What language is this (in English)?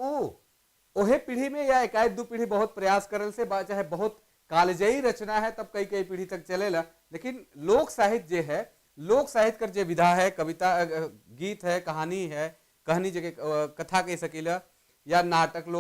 Sadri